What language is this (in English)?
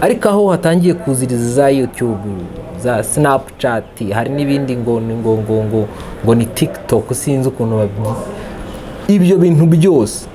Kinyarwanda